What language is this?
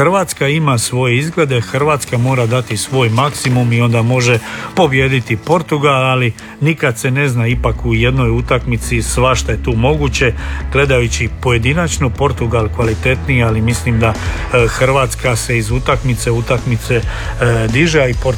Croatian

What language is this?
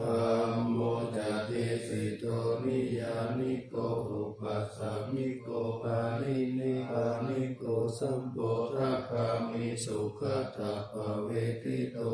Pali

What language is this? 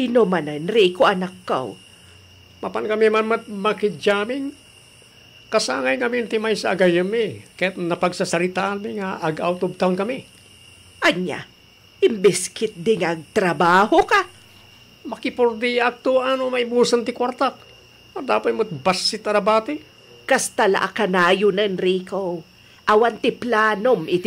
Iloko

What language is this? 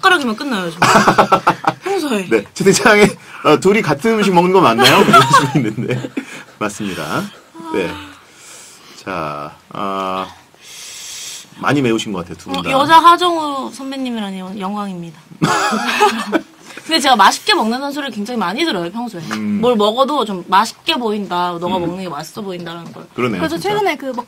Korean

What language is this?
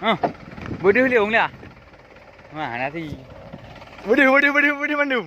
Achinese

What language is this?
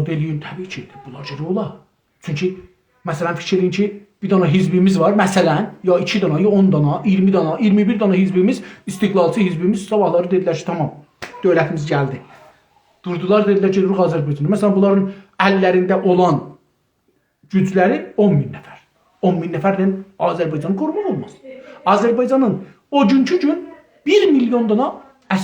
South Azerbaijani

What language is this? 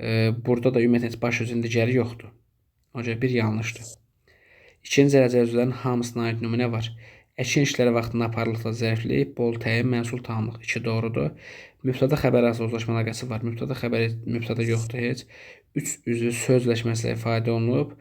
Azerbaijani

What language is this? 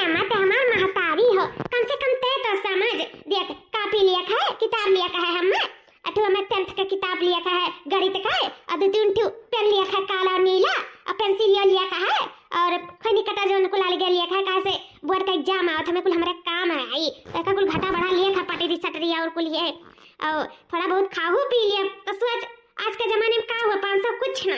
Awadhi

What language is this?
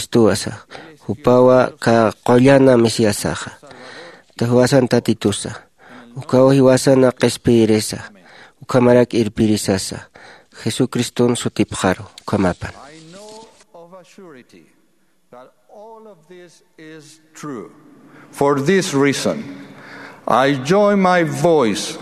Aymara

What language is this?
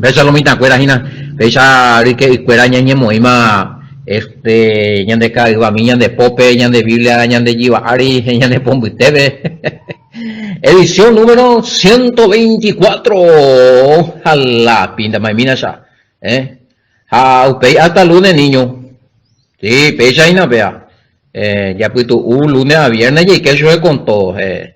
Guarani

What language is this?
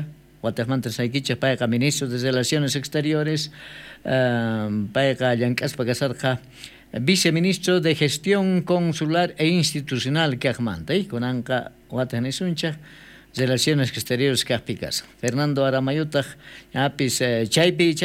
South Bolivian Quechua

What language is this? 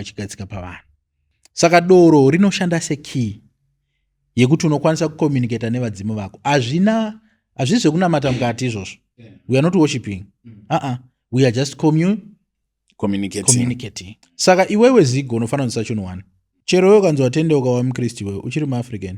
Shona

